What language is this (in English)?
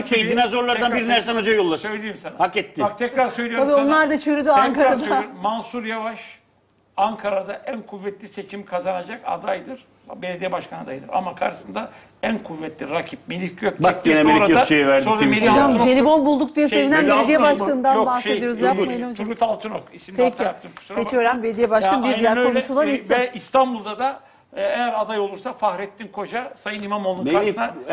Turkish